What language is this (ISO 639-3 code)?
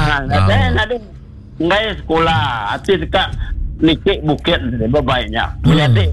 iba